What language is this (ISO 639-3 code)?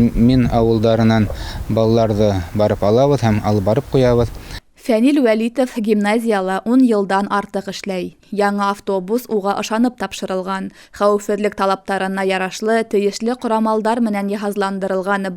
bak